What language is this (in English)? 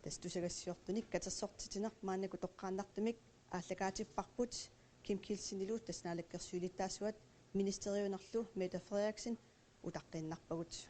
Kalaallisut